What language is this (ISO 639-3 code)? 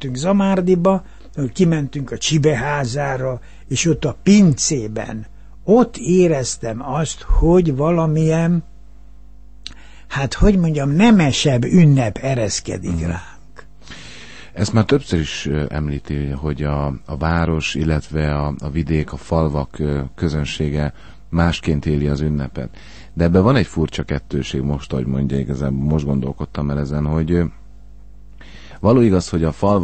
hun